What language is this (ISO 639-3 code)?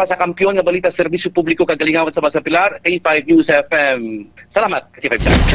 hil